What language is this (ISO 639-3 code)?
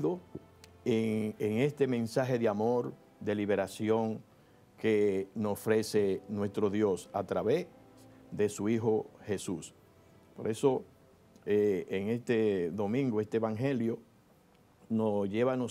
spa